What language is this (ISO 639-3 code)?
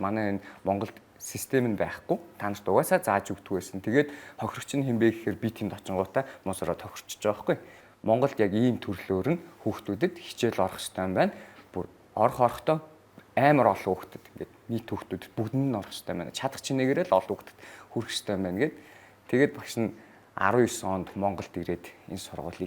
mon